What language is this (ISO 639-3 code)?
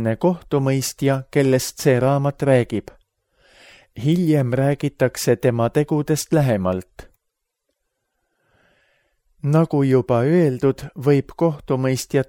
est